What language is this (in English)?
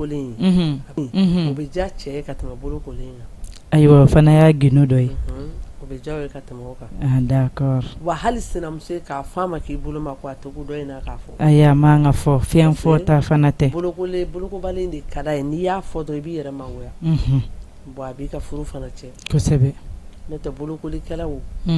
Bambara